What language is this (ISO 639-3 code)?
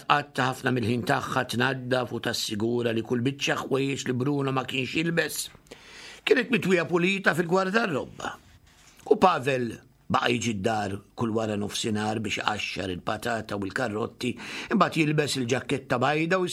mlt